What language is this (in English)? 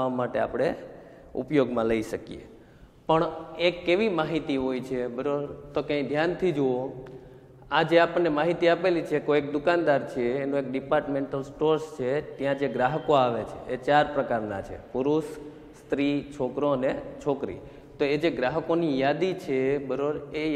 Gujarati